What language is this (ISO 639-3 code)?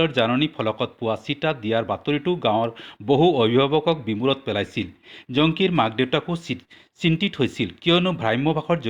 asm